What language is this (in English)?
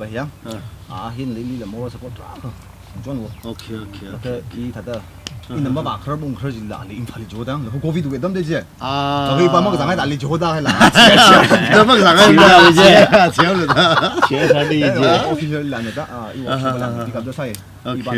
Tangkhul Naga (India)